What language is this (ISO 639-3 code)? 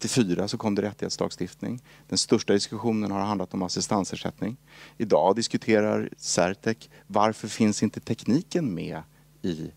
swe